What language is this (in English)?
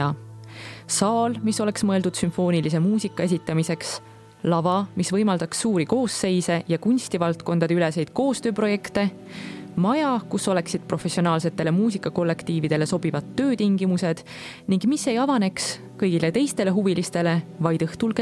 Estonian